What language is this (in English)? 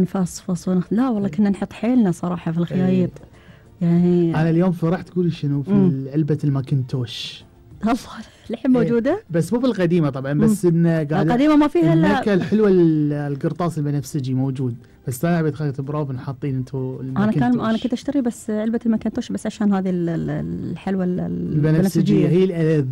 Gulf Arabic